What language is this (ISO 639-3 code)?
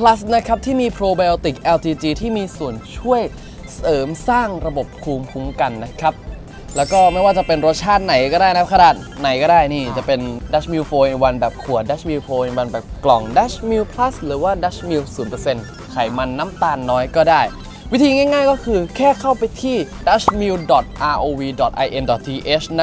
tha